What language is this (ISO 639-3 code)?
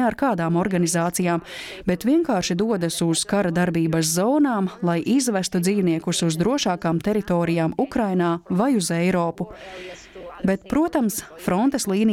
lav